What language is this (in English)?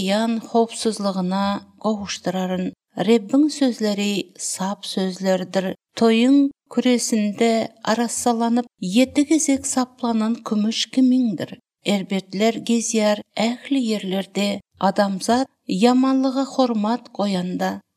Turkmen